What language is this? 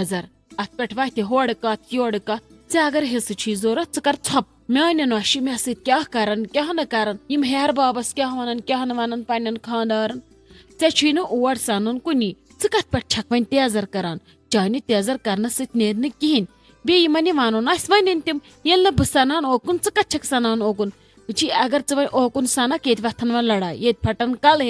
Kashmiri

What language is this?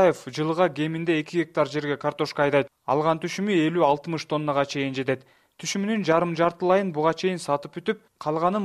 Kyrgyz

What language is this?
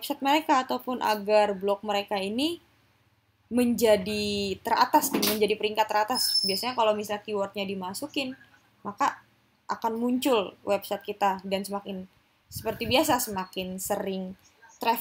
Indonesian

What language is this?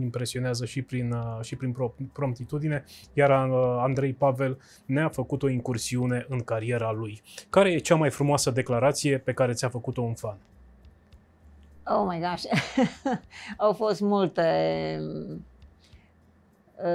Romanian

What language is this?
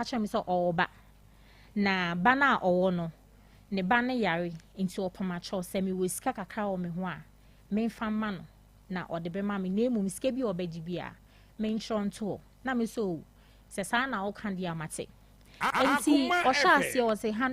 Akan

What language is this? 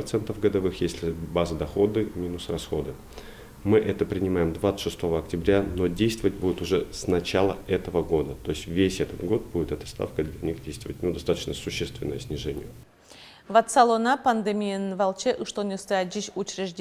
Udmurt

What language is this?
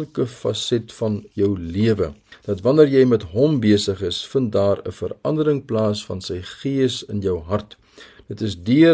Afrikaans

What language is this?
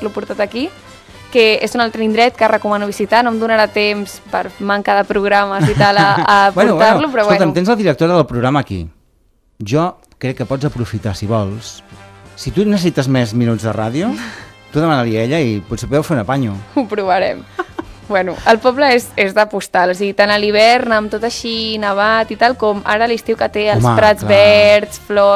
Catalan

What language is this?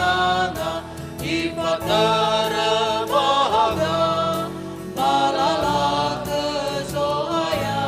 Nias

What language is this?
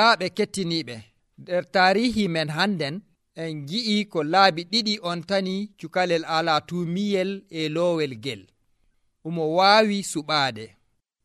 Nigerian Fulfulde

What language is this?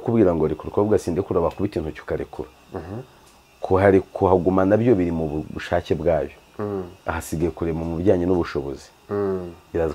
Kinyarwanda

